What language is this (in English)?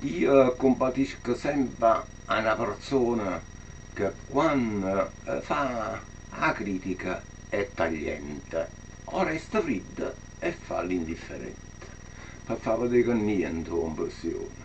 Neapolitan